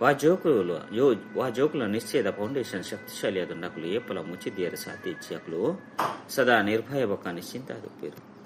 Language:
Tulu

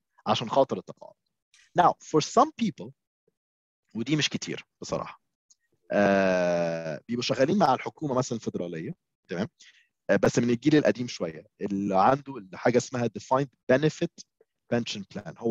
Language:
Egyptian Arabic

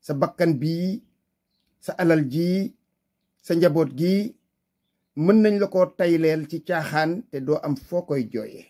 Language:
Wolof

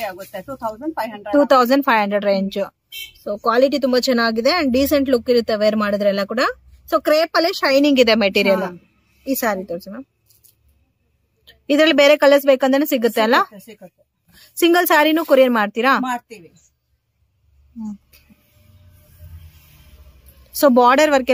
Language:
Kannada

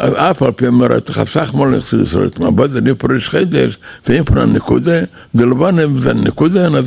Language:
Yiddish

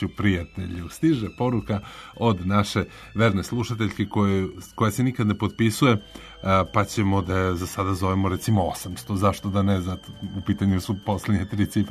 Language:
Serbian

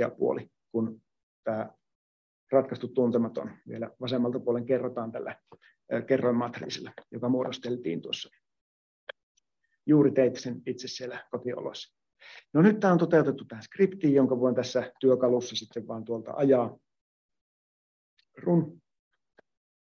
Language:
Finnish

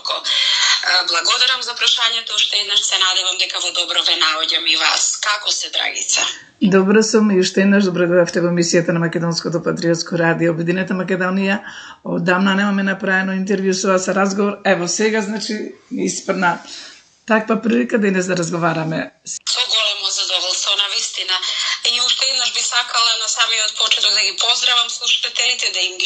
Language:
Macedonian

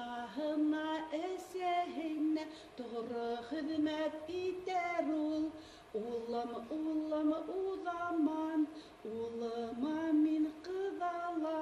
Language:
Bashkir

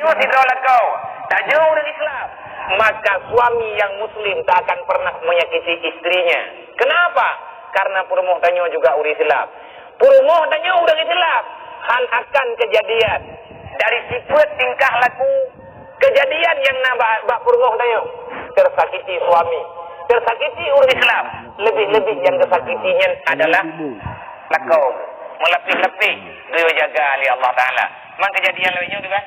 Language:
Achinese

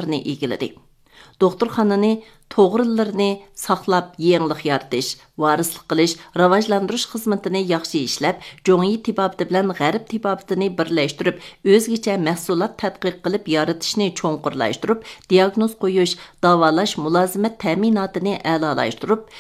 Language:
Uyghur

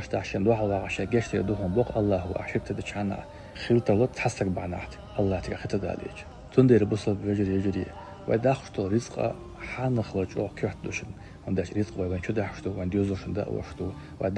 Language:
Chechen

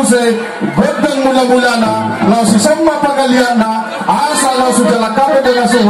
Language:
Batak Toba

